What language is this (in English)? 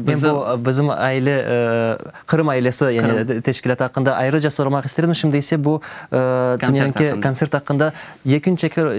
Crimean Tatar